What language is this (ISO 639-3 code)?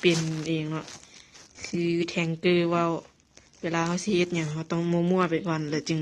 lao